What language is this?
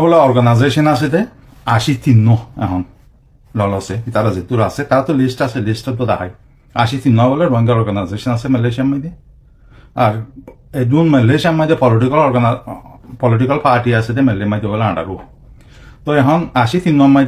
Rohingya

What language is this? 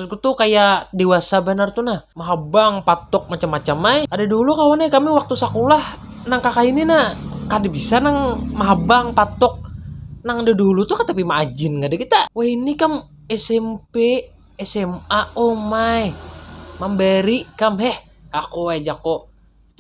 Banjar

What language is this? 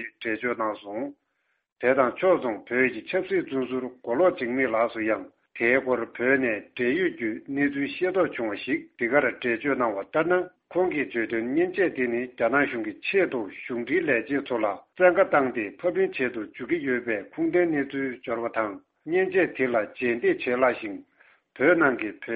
Tibetan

